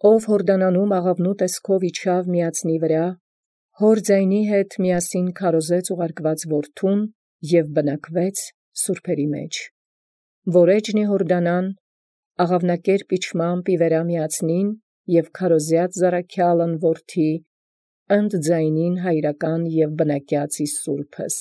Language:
Armenian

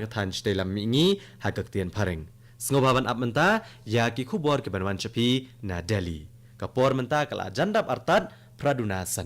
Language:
Khasi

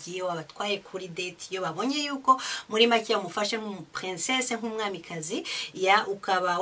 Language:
Kinyarwanda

